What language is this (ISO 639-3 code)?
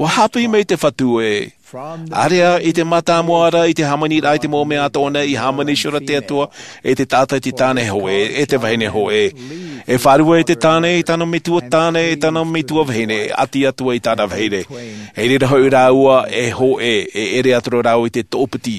tah